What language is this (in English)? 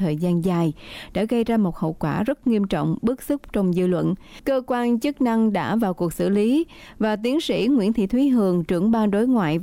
Vietnamese